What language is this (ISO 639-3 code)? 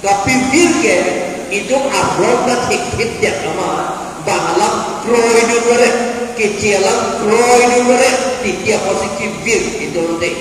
mjw